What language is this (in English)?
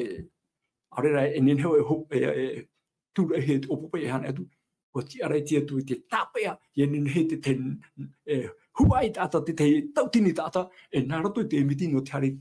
Tahitian